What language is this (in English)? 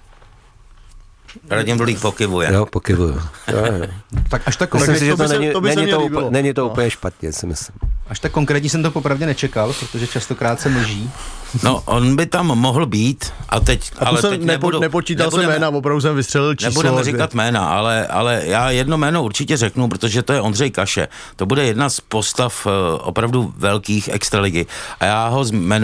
Czech